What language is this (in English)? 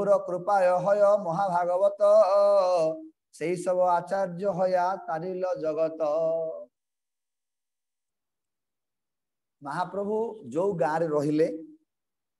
Odia